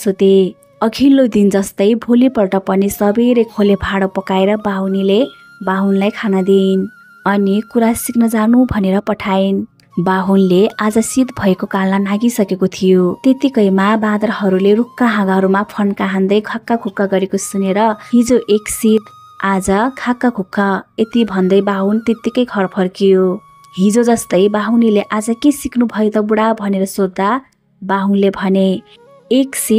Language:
Nepali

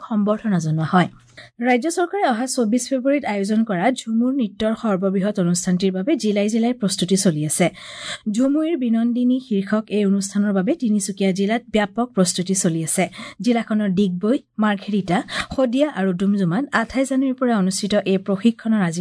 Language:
Assamese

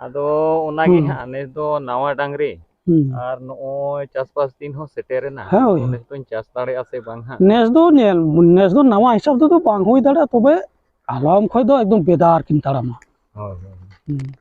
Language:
Santali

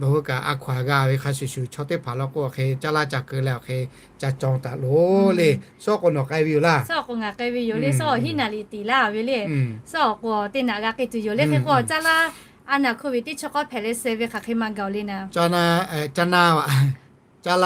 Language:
Lahu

